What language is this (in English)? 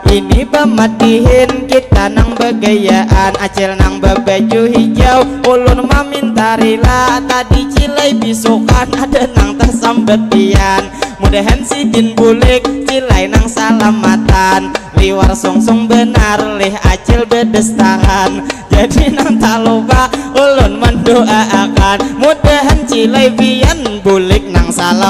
Banjar